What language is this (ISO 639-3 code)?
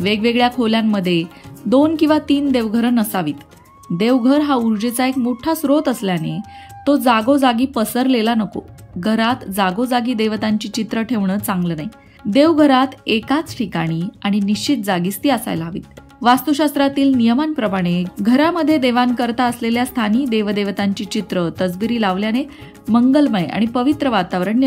mar